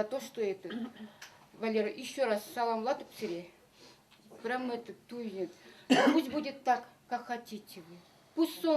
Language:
Chuvash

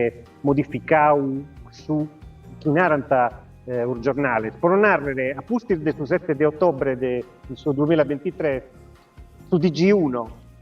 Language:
Sardinian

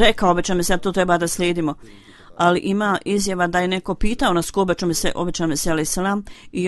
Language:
Bosnian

